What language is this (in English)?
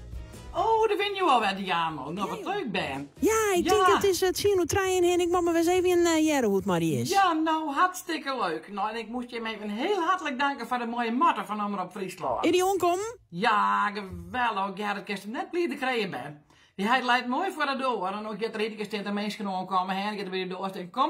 Western Frisian